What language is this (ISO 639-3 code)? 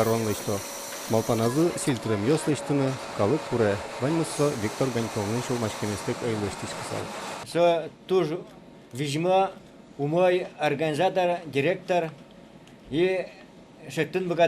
udm